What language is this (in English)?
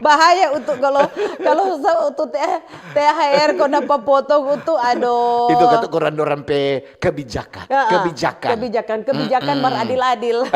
Manado Malay